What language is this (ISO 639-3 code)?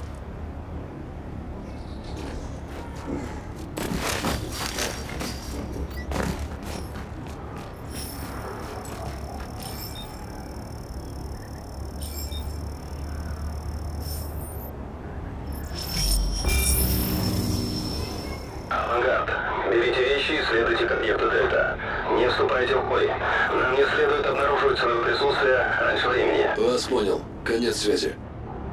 rus